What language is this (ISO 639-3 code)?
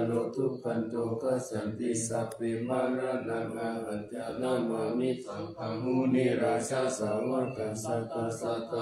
pli